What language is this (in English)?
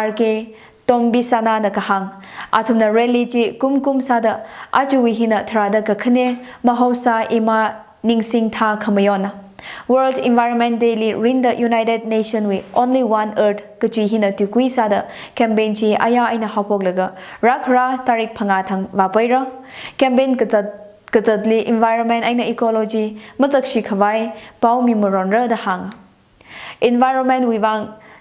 Tangkhul Naga (India)